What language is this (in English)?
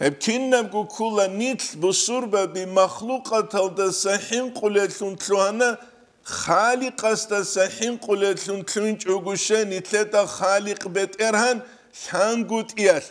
Avaric